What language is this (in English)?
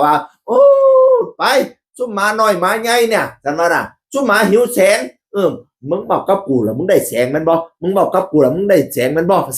Northeastern Thai